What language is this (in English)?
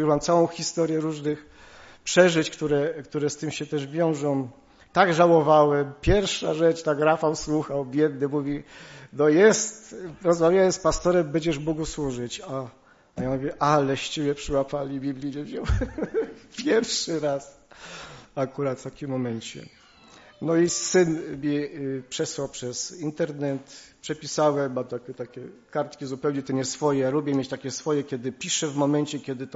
Polish